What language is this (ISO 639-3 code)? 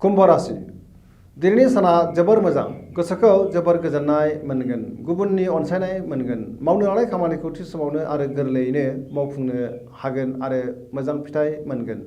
brx